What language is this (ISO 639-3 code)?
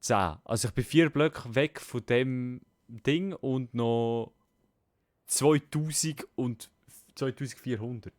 gsw